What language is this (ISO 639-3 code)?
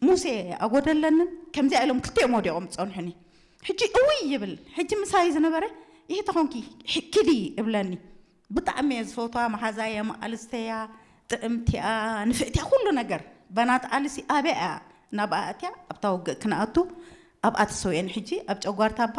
tir